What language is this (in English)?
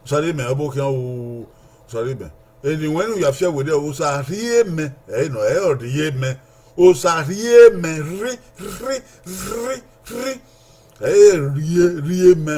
Bini